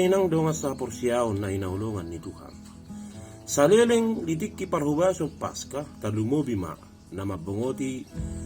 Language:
Batak Toba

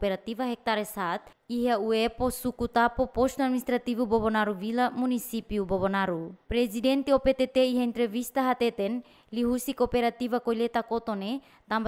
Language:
Tetum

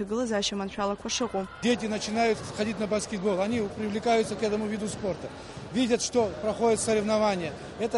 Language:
Abkhazian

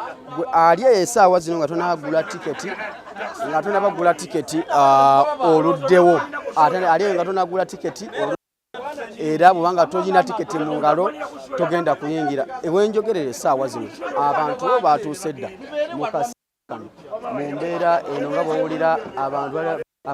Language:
Ganda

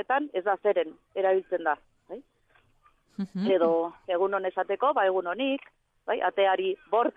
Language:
Basque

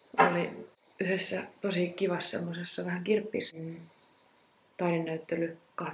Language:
Finnish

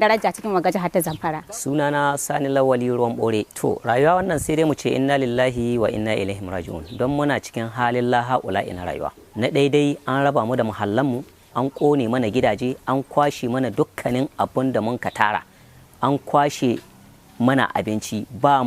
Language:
Hausa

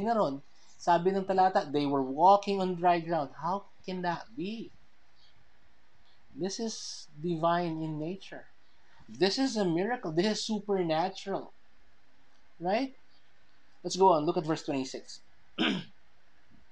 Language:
Filipino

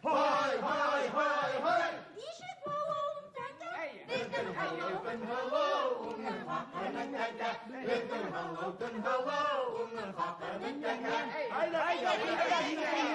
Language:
Bashkir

